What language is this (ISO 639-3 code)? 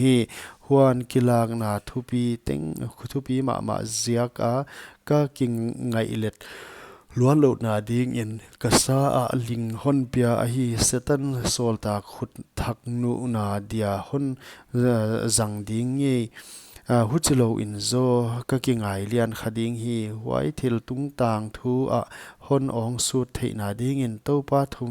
pck